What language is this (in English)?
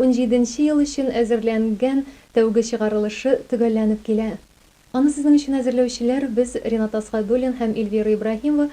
Tatar